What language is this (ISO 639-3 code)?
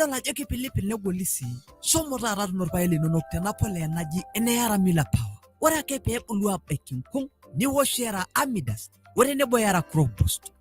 mas